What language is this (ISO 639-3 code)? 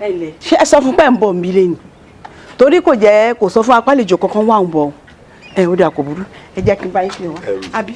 yor